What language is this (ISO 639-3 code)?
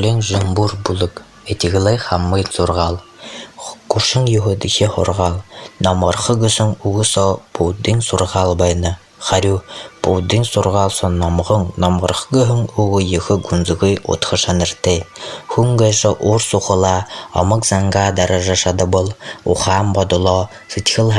bua